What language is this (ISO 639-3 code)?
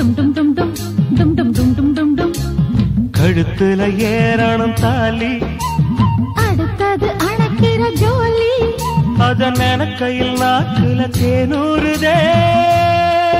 tam